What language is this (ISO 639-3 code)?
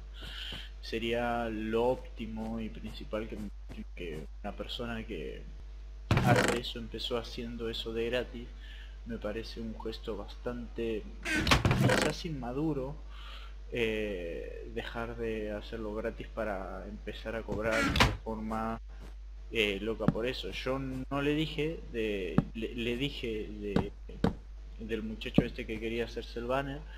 spa